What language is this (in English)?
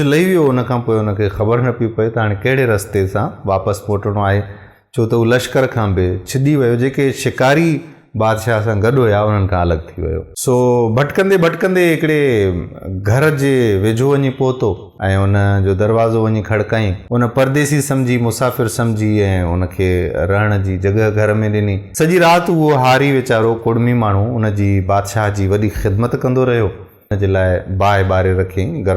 Sindhi